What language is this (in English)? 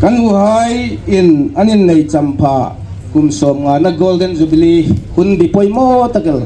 Hmar